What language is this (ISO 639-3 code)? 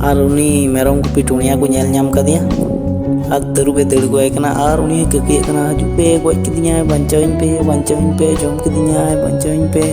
sat